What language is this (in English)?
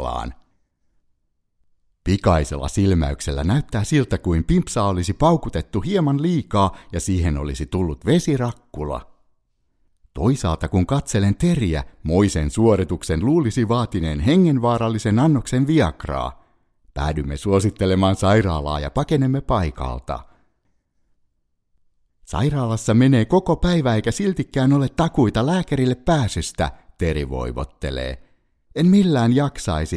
Finnish